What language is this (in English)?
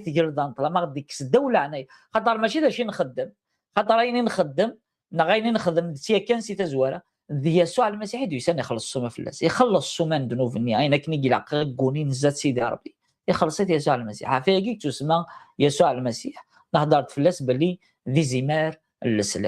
Kabyle